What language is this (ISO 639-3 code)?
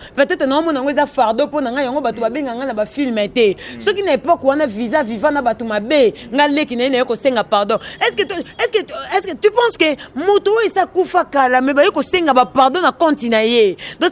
lin